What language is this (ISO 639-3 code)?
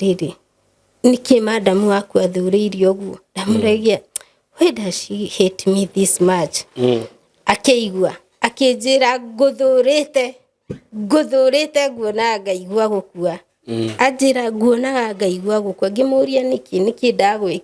kik